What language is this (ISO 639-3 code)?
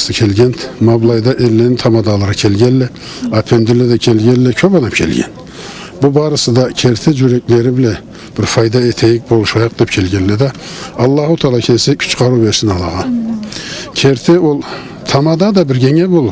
krc